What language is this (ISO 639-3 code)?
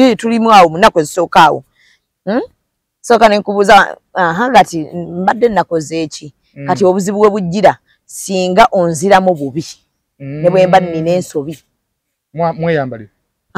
lug